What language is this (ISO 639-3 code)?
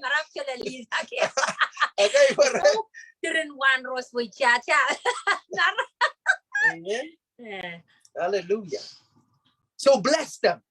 pon